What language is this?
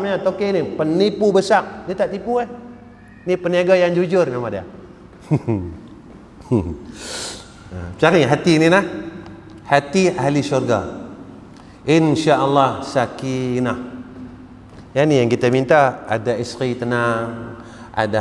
Malay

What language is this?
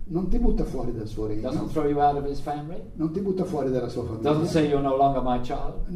Italian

